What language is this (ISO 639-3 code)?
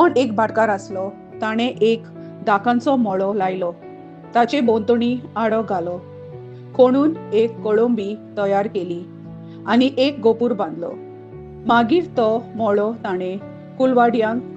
kok